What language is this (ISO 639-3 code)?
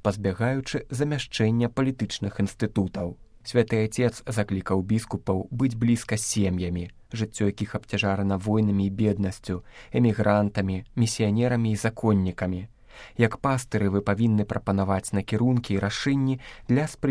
bel